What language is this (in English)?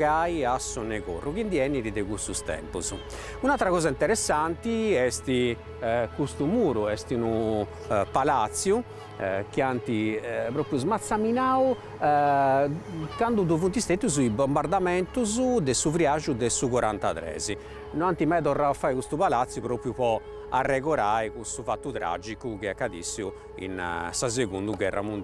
Sardinian